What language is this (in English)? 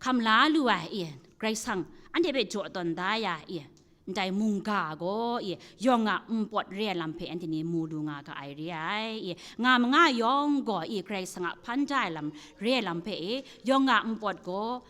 Kachin